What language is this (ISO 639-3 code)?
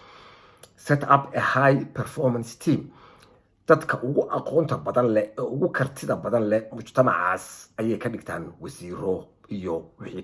som